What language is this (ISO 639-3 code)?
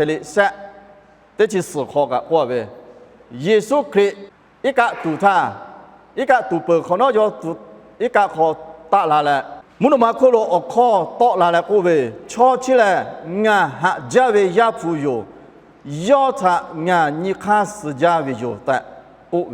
lhu